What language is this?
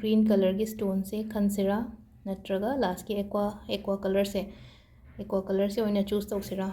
Manipuri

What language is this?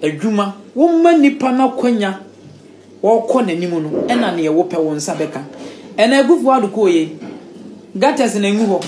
Akan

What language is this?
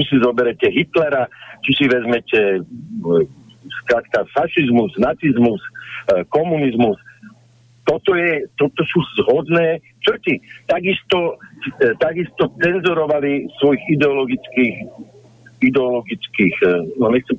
Slovak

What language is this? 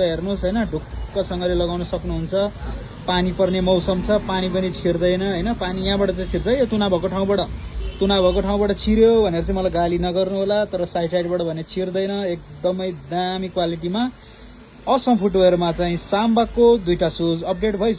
Nepali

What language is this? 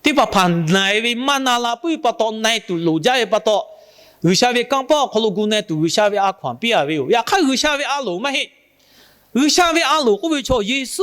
Lahu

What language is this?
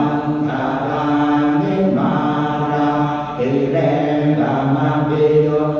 Pali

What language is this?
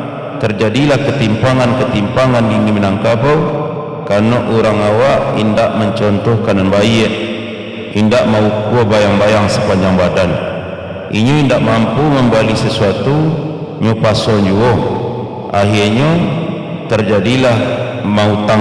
Minangkabau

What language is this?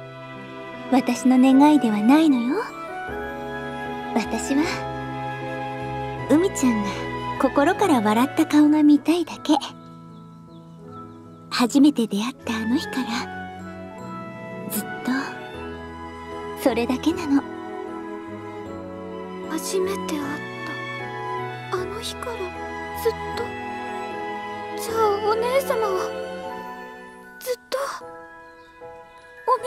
Japanese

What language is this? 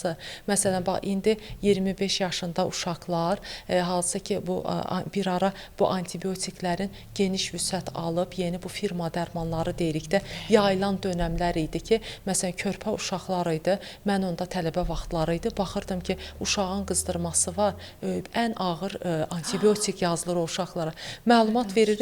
Azerbaijani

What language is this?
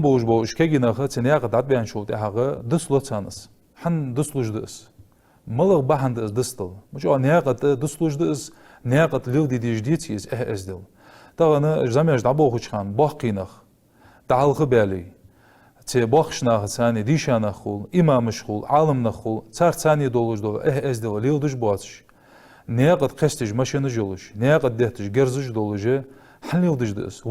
Ingush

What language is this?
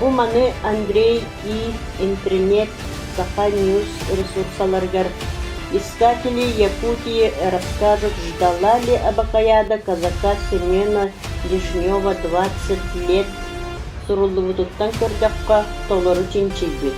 Yakut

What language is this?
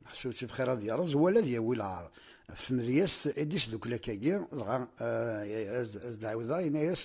Kabyle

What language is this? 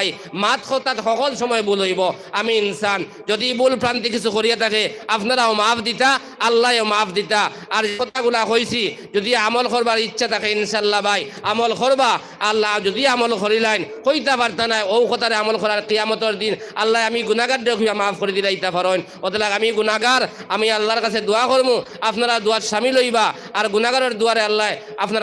Sylheti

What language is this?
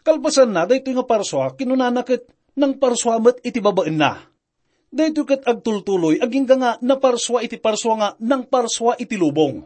Iloko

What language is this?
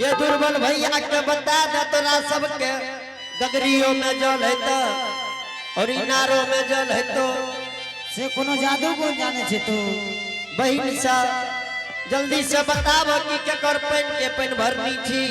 Angika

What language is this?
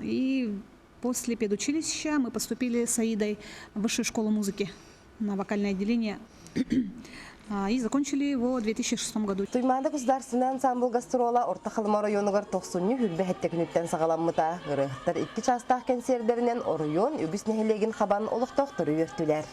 Yakut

